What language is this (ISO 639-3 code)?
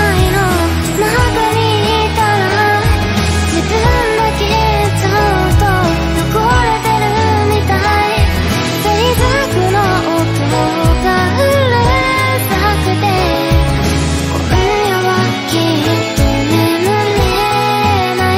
jpn